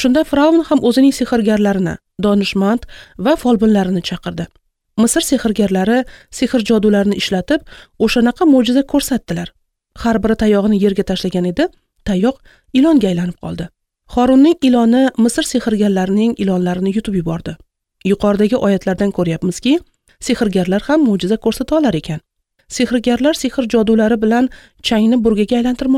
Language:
Uzbek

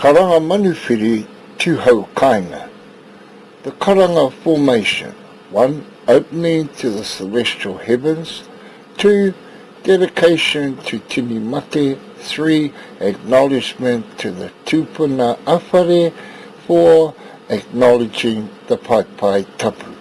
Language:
Māori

